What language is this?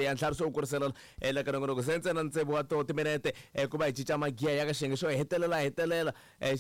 Tsonga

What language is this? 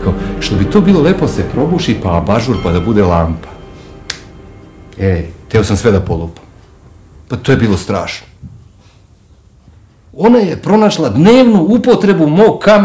Serbian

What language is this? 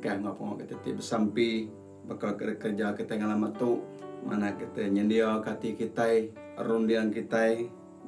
Iban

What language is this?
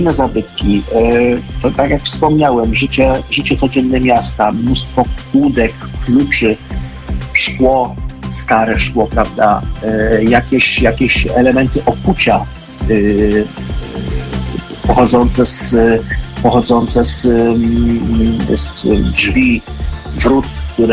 Polish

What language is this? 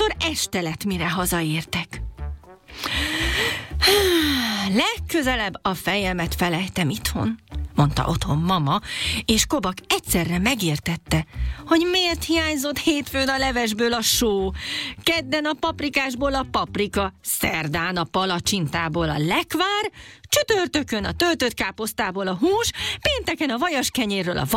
Hungarian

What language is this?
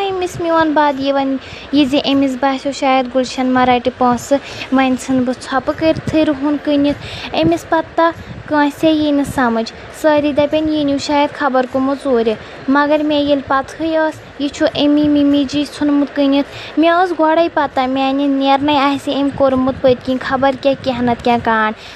Kashmiri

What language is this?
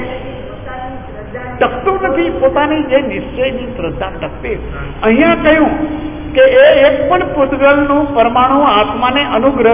Gujarati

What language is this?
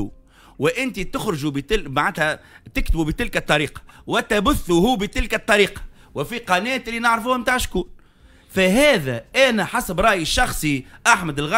Tunisian Arabic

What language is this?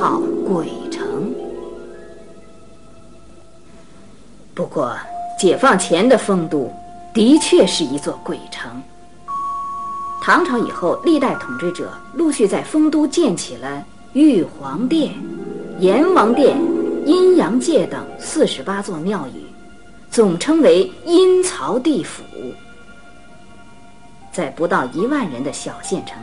Chinese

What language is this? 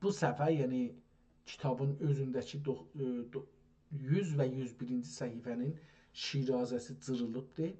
South Azerbaijani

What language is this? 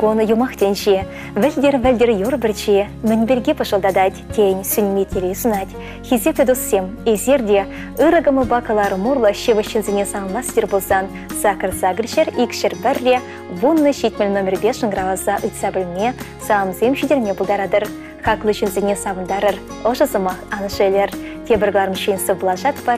Chuvash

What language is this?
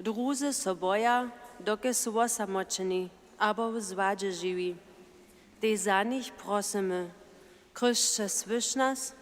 Upper Sorbian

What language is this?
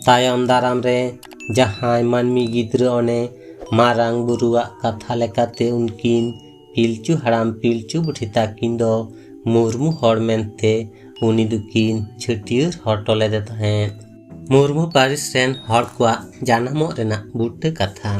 Santali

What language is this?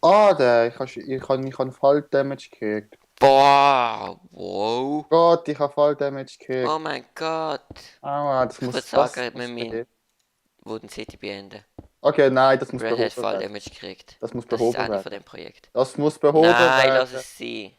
Swiss German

